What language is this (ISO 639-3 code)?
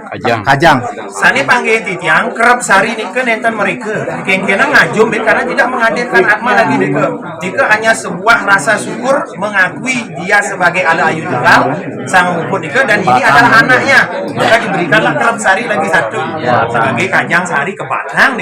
ban